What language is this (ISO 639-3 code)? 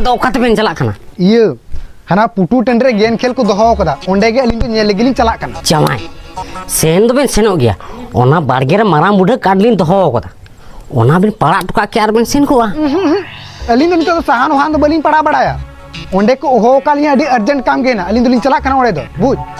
sat